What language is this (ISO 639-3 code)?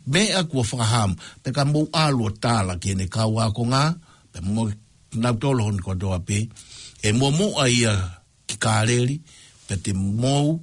ton